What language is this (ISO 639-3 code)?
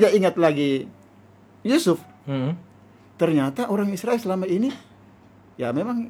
ind